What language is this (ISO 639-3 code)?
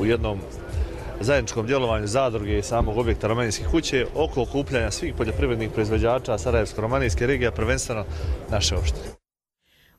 hrv